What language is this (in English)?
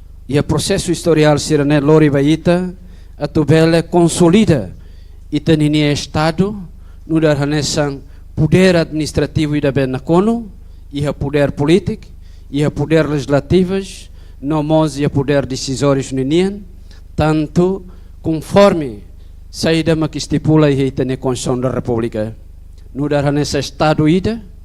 Tetum